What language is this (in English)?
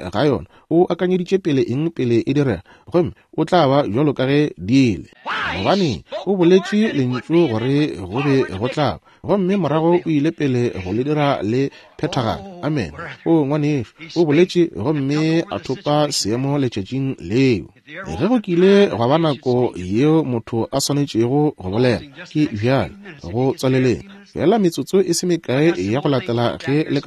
Northern Sotho